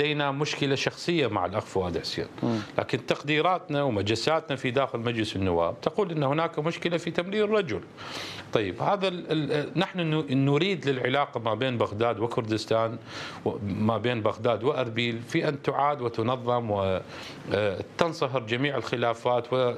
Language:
Mesopotamian Arabic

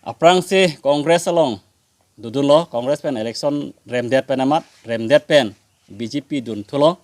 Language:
Karbi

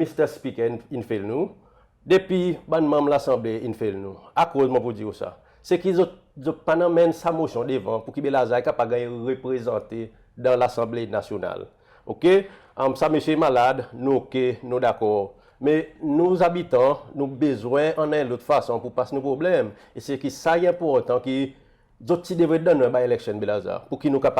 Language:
Seselwa Creole French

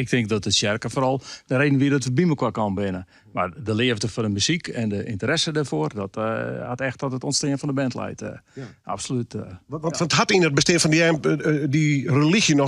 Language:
Western Frisian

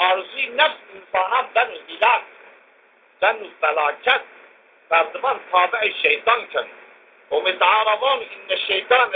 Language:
Zaza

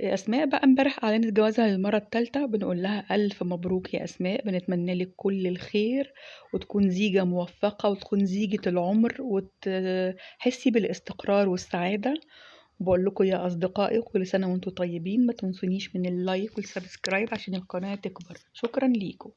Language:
Egyptian Arabic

